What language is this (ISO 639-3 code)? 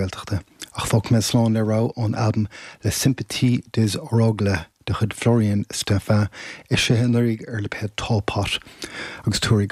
gle